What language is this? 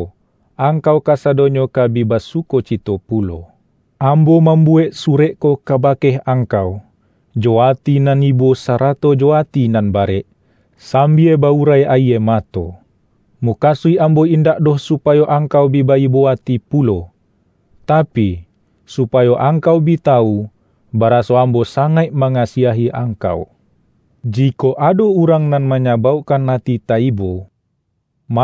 Minangkabau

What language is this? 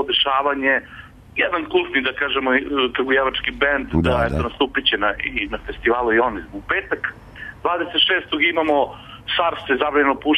Serbian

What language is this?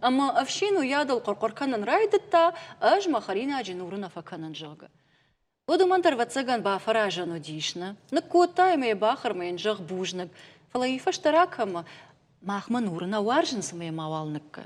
Ossetic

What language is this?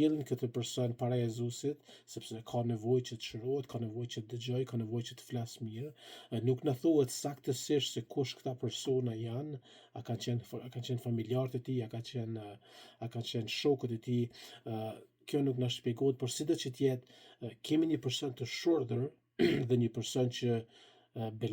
Albanian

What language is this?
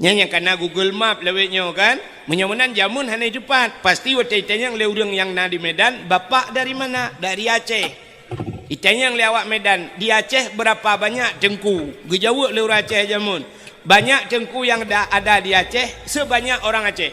Achinese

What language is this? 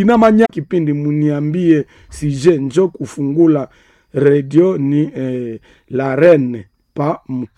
Nande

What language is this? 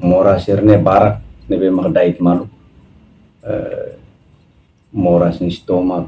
Tetum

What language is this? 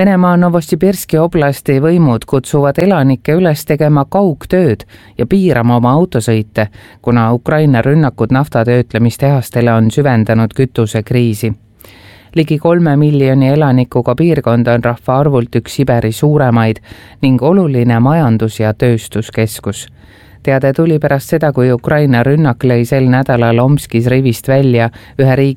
Estonian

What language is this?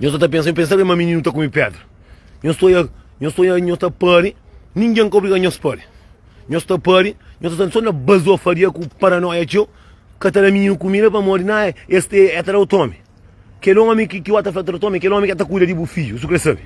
Kabuverdianu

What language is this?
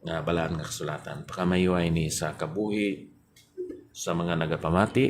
Hiligaynon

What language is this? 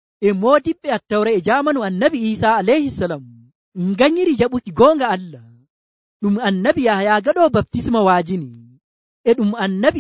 Nigerian Fulfulde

